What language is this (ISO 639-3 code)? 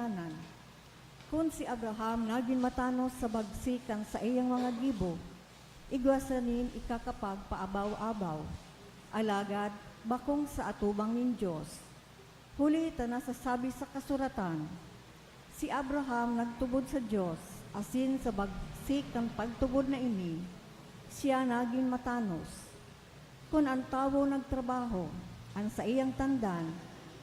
bik